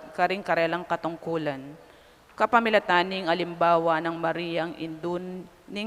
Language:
Pampanga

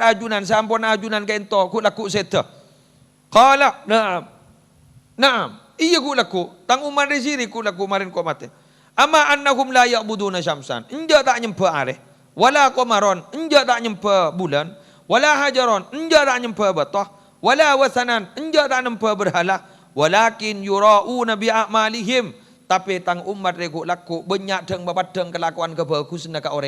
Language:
Madurese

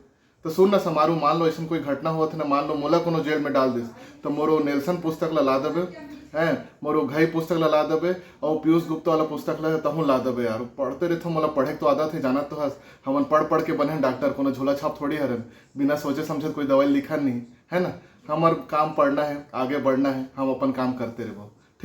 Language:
Chhattisgarhi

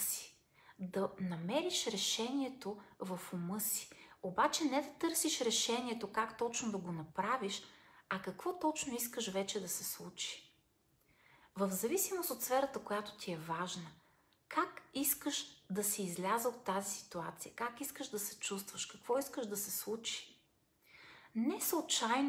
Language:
Bulgarian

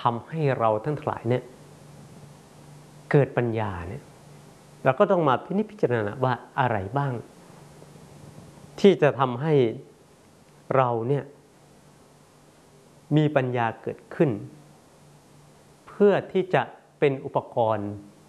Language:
Thai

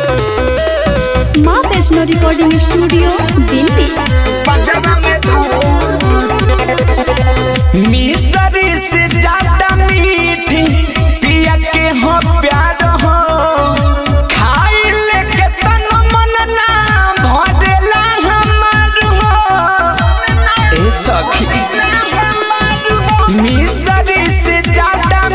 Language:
Bhojpuri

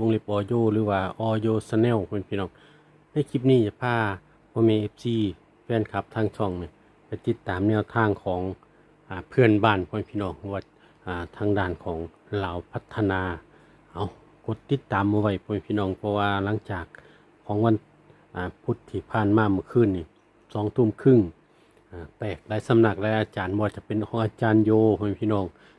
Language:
Lao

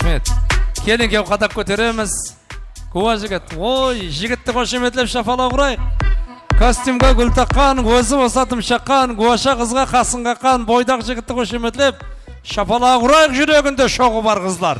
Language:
Kara-Kalpak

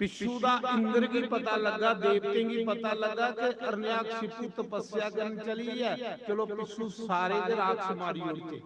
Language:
Dogri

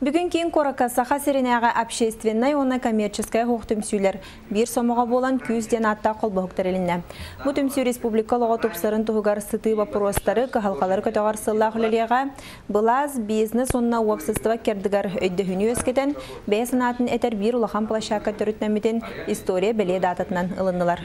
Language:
Yakut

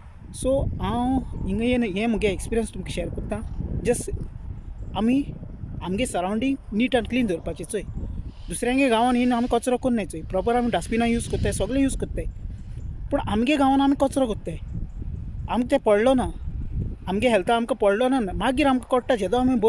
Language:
Konkani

